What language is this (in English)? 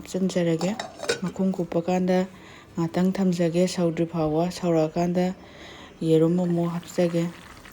Manipuri